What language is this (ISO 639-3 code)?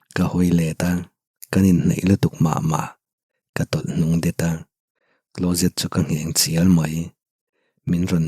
lus